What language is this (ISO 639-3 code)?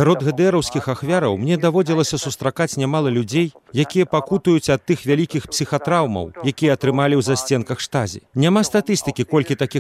bel